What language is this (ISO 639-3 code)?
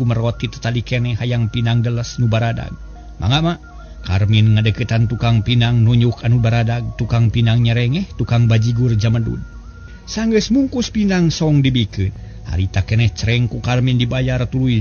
sun